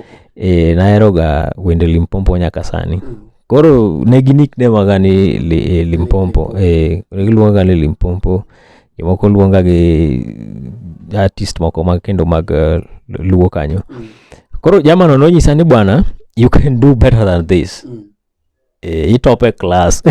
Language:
Luo (Kenya and Tanzania)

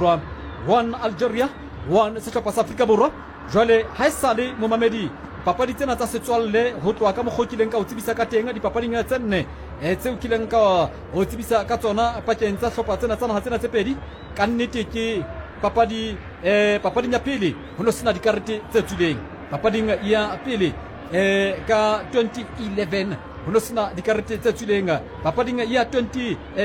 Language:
Southern Sotho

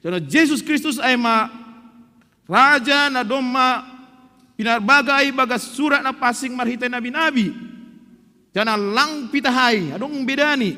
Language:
Batak Simalungun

